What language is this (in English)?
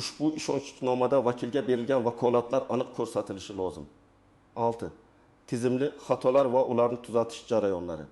Uzbek